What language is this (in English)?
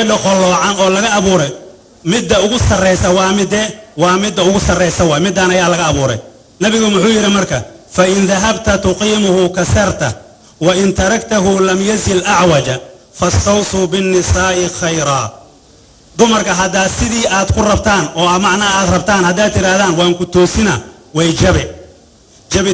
Somali